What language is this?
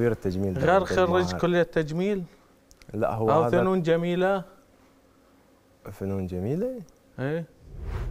Mesopotamian Arabic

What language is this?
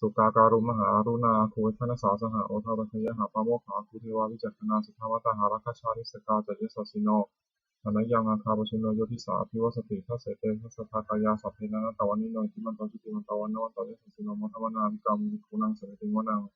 Pali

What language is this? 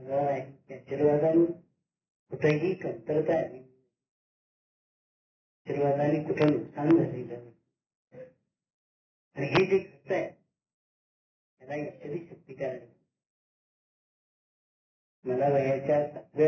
Marathi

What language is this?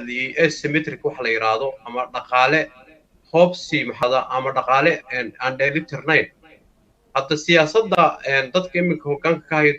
Somali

